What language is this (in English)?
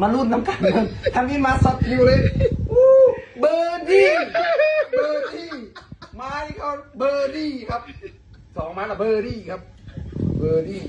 Lao